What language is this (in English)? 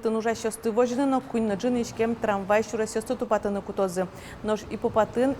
Udmurt